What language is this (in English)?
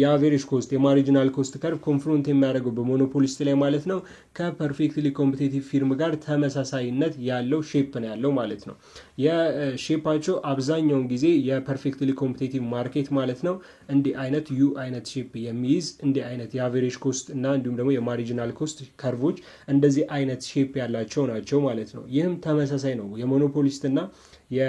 Amharic